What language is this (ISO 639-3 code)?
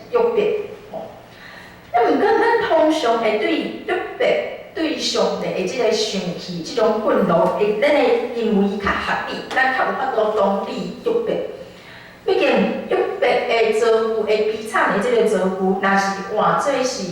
nan